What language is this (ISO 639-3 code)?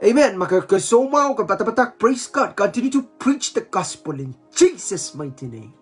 pon